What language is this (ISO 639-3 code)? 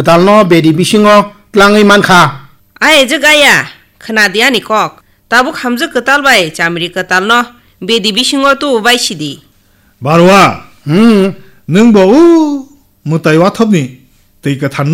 trp